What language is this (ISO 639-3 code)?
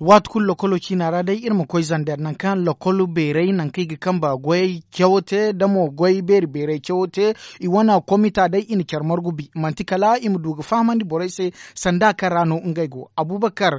dje